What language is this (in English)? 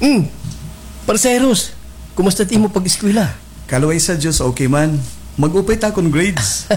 Waray